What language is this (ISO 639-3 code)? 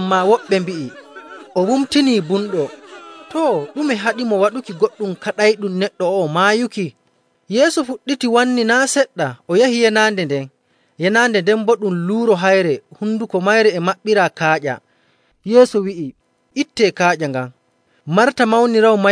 fuv